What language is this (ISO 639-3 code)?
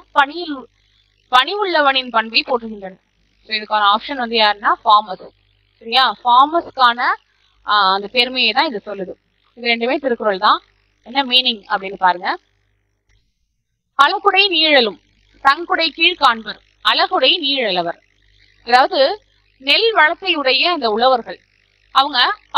tam